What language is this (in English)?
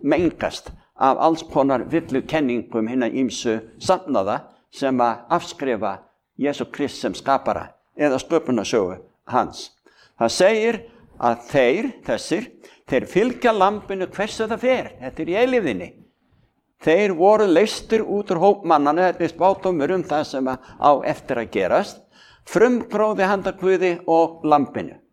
Icelandic